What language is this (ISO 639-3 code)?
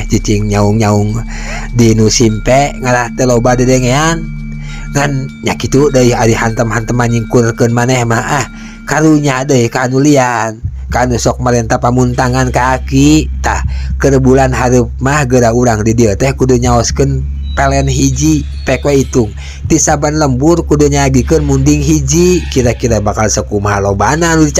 sun